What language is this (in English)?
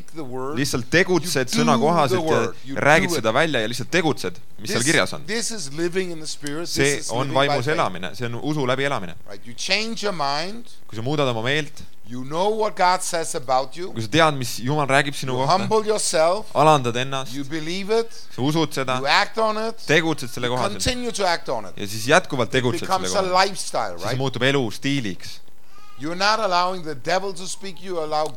Estonian